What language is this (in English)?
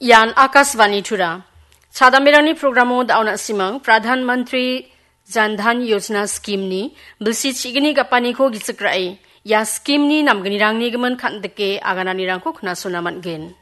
Garo